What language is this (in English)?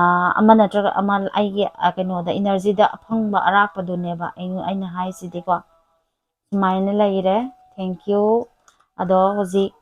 Manipuri